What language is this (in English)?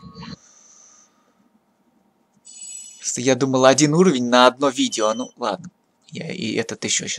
Russian